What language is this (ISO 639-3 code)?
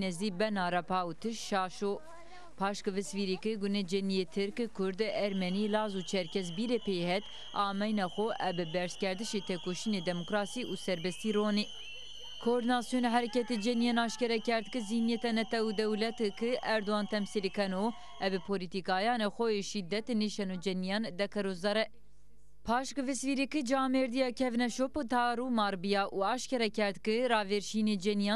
zza